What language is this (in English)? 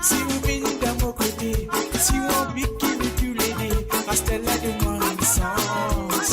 Morisyen